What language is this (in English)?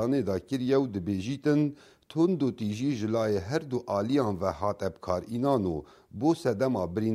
Kurdish